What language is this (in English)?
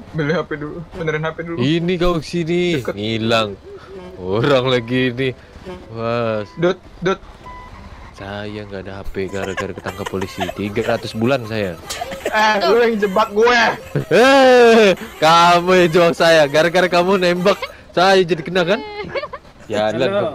Indonesian